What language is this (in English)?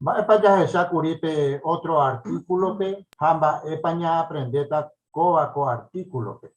Guarani